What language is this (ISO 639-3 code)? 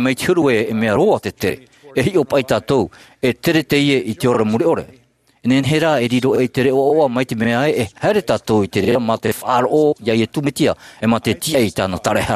tah